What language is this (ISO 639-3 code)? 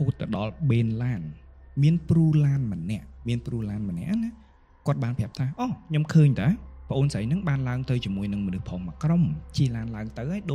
khm